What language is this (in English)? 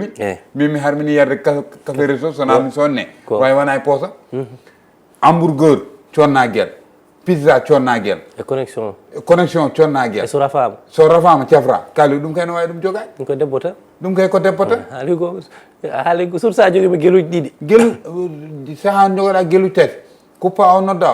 Fula